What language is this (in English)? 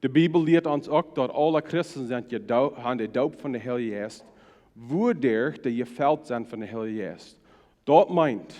Plautdietsch